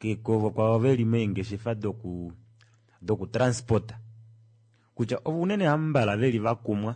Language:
Kuanyama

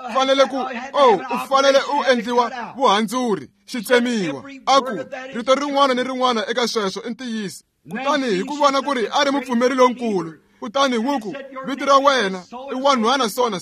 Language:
Tsonga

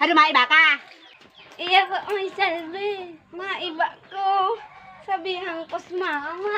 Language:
Bikol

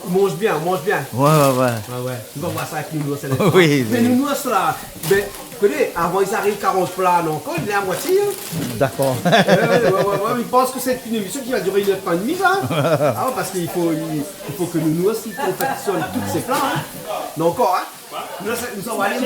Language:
Réunion Creole French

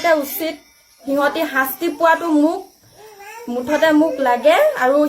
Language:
Assamese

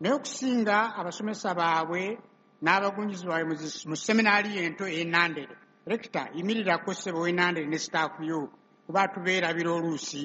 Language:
Ganda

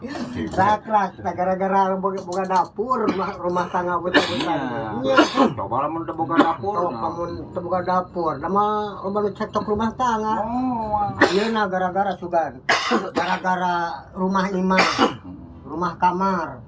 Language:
Sundanese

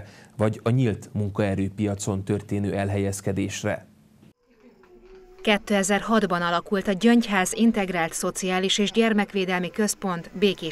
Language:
Hungarian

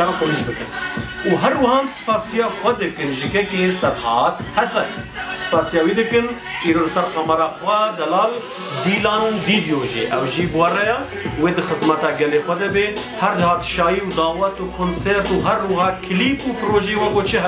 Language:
Kurdish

